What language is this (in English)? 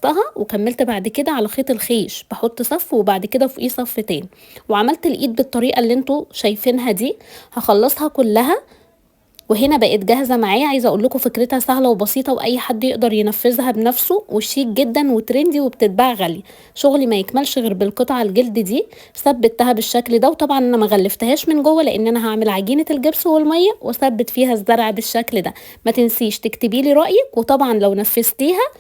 Egyptian Arabic